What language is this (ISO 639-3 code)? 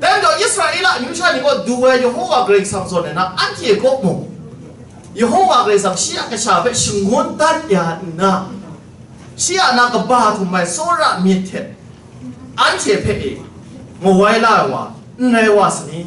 kac